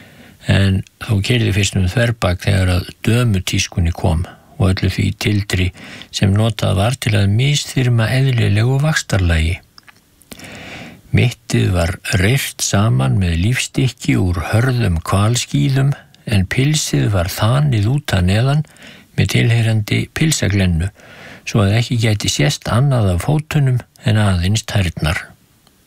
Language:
Icelandic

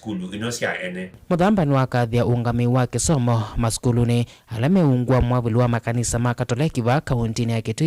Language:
Kamba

